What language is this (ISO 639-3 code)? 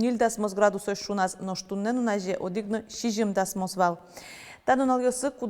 udm